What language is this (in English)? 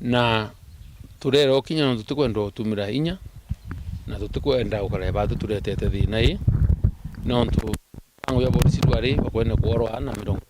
Meru